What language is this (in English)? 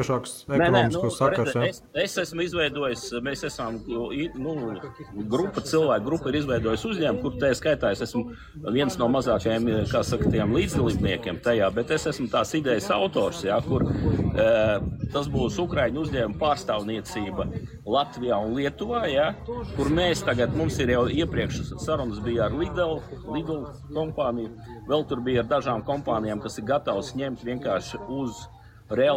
Latvian